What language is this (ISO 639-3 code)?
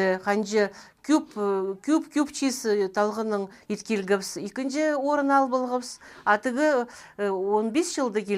kjh